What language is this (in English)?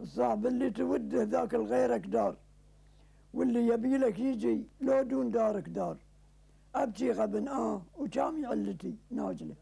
Gulf Arabic